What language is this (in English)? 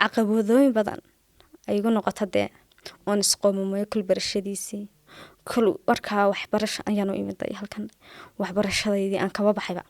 Somali